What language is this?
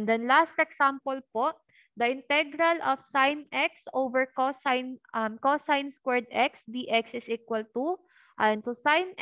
Filipino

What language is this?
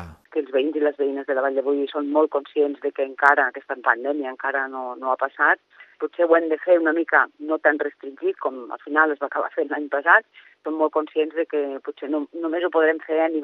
Catalan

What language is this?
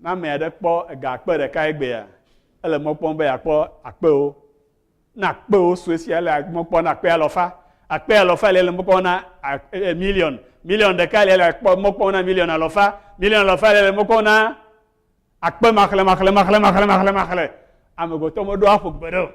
Ewe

